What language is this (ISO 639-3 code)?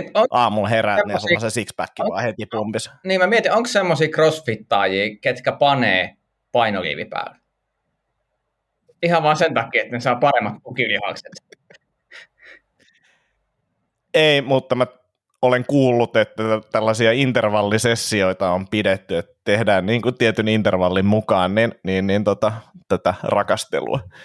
fin